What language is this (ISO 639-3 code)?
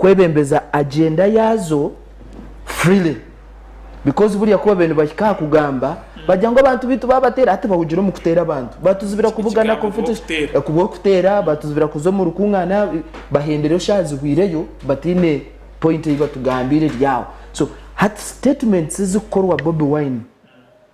nyn